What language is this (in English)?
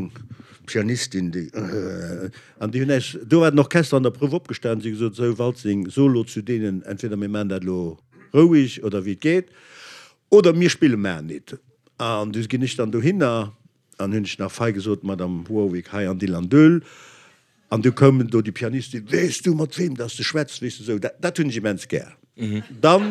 Luxembourgish